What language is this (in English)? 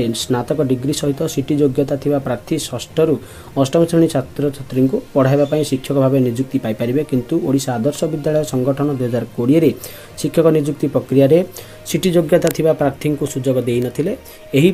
Odia